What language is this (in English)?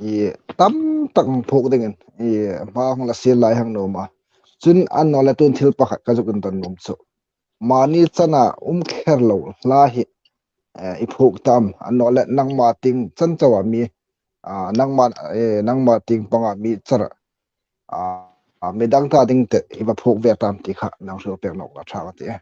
Hmar